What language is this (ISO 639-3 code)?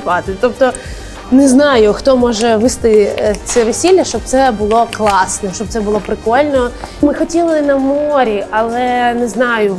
ukr